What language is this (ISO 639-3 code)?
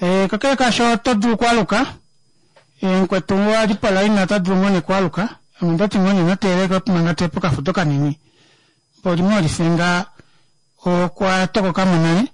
kua